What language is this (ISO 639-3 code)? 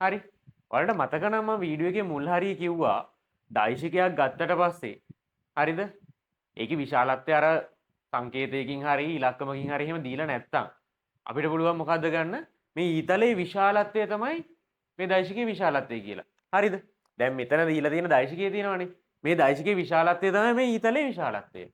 sin